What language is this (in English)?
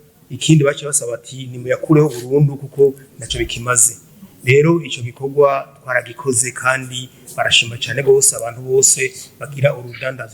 Rundi